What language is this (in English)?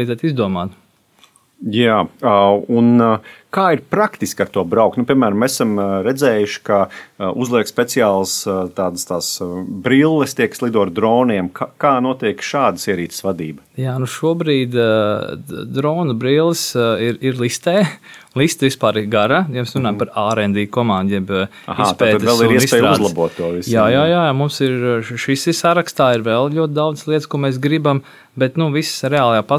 Latvian